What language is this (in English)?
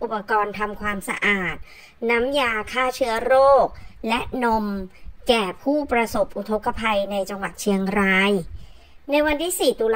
Thai